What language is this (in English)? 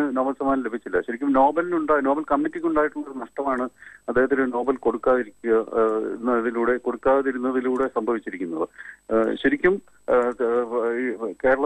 Malayalam